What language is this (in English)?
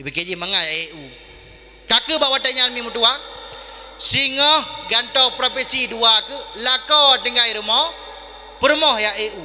Achinese